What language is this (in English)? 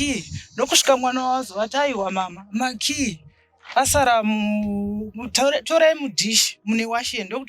Shona